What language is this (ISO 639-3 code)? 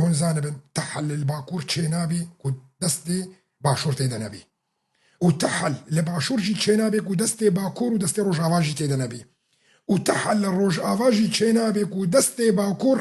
kur